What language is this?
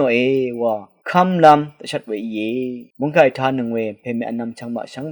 Rawang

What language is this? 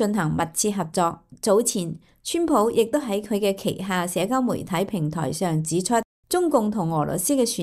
Cantonese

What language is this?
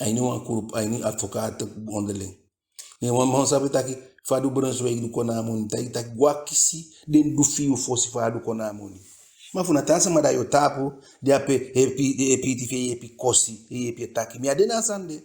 Eastern Maroon Creole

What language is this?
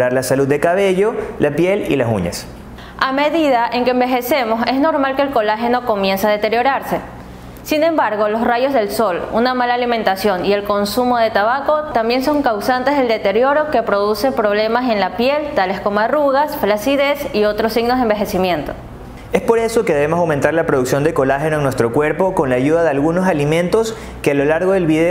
Spanish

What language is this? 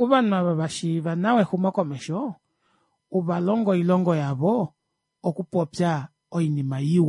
Kuanyama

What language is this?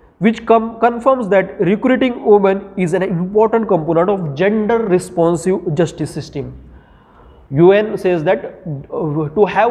English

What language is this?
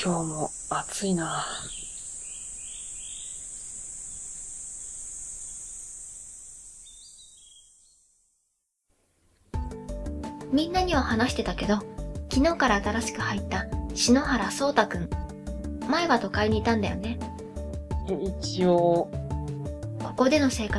Japanese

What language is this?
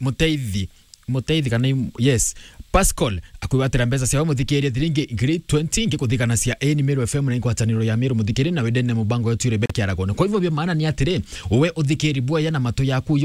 Meru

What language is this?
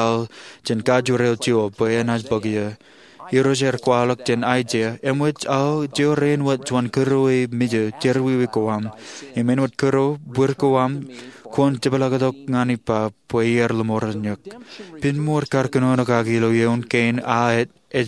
Marshallese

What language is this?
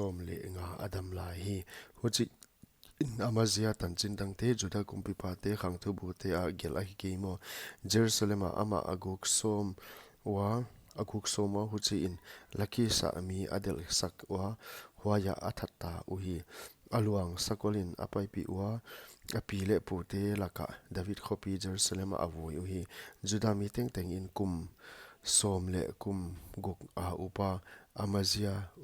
Paite Chin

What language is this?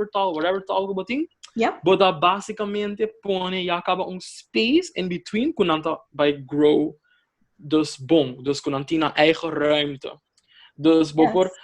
Papiamento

